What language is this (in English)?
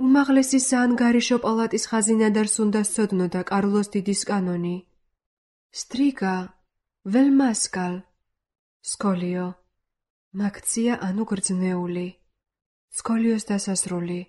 Georgian